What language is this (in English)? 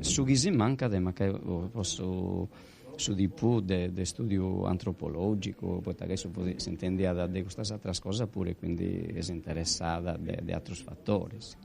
Sardinian